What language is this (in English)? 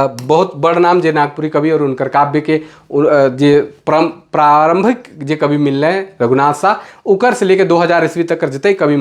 Sadri